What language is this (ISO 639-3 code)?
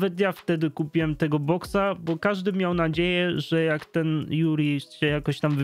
pol